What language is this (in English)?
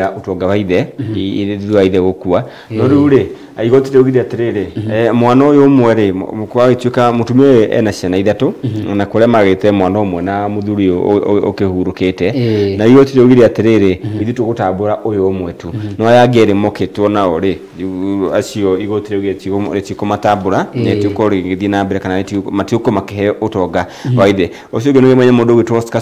Kikuyu